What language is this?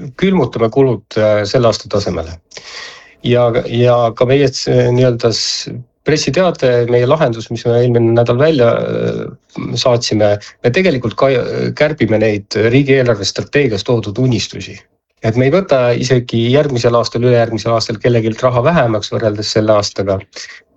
Estonian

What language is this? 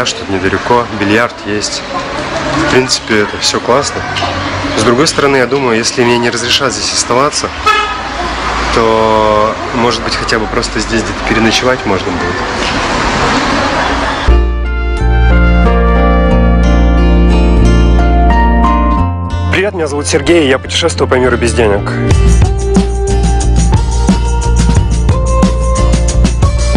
Russian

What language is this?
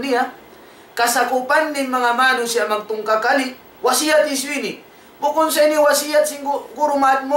Tausug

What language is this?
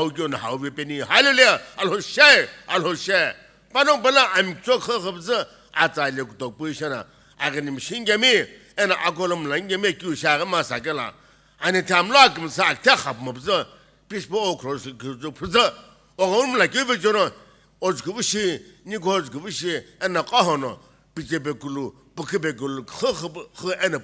Sumi Naga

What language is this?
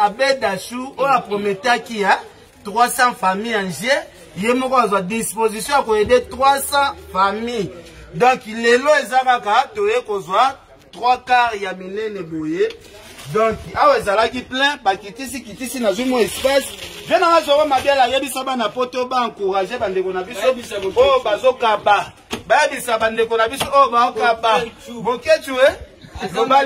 Lingala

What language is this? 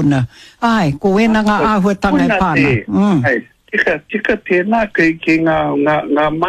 Māori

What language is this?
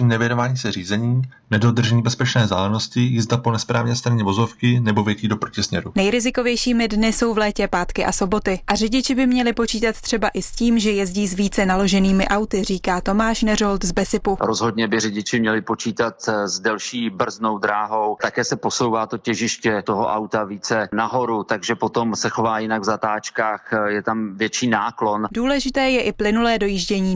Czech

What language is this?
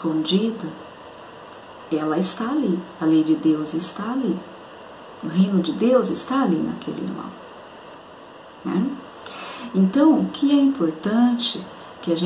Portuguese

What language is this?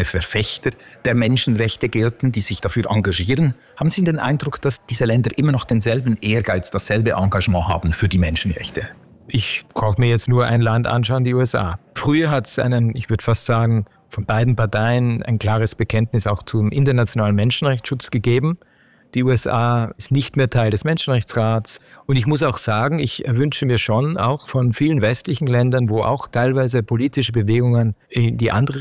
German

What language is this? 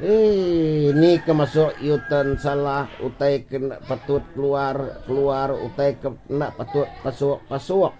Iban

